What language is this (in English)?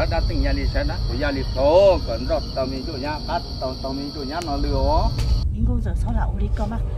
Hmong